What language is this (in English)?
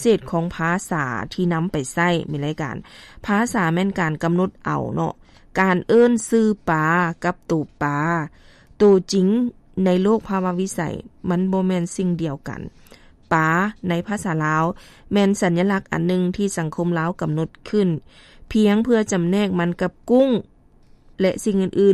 Lao